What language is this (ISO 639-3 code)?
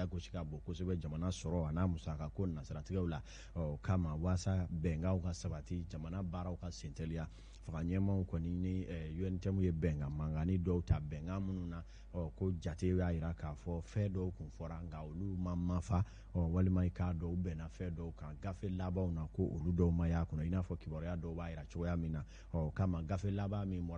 bam